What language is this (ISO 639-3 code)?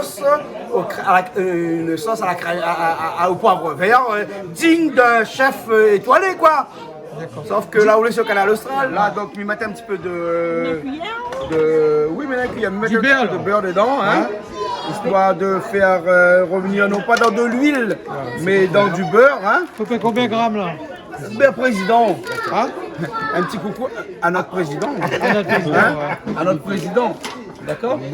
rcf